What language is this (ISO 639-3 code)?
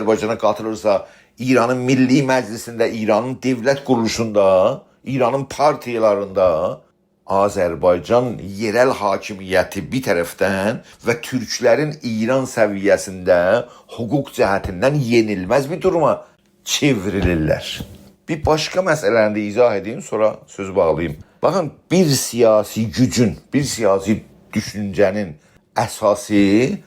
azb